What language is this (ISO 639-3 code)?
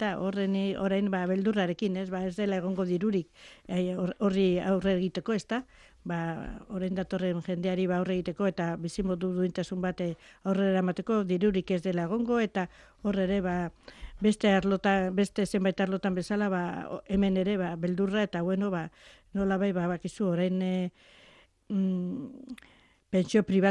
eus